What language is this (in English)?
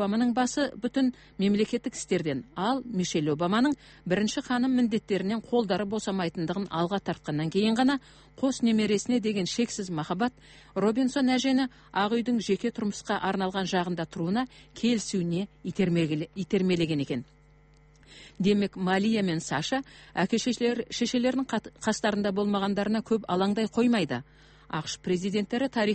Kazakh